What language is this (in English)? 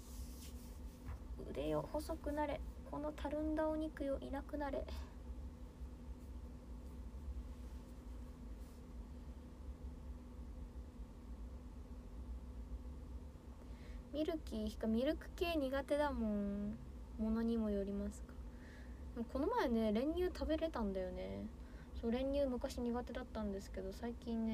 Japanese